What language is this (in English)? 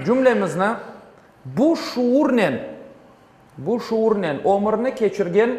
Crimean Tatar